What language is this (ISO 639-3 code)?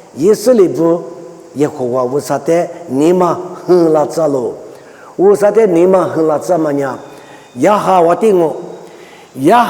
lis